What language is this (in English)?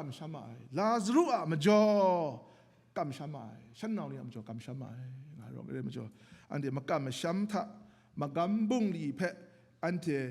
Kachin